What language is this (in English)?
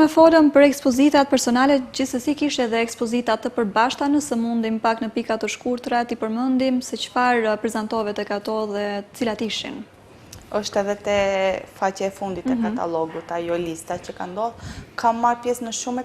Albanian